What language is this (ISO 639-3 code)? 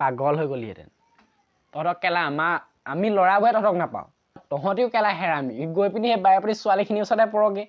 asm